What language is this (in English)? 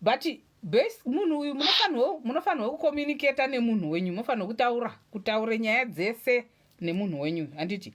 Shona